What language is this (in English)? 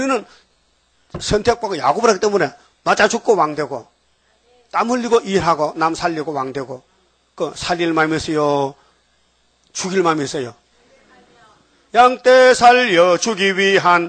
Korean